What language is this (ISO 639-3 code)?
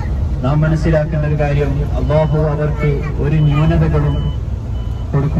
mal